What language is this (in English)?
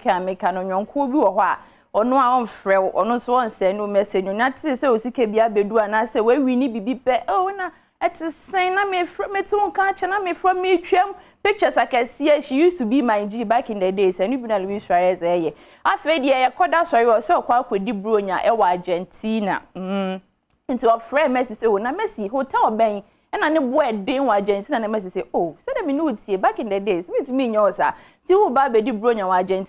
Akan